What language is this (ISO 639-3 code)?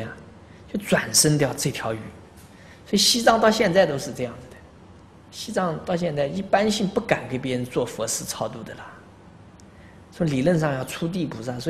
zho